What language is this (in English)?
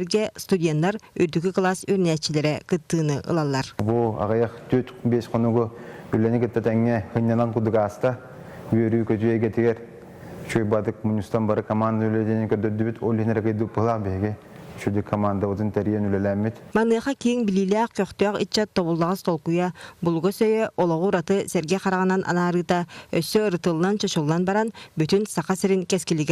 Yakut